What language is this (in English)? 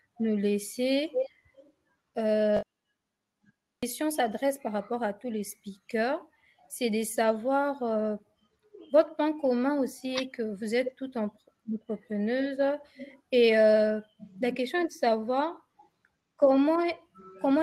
French